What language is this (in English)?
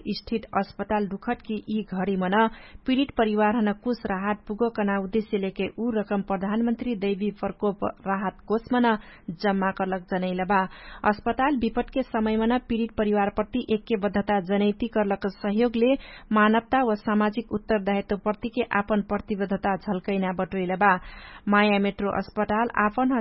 Dangaura Tharu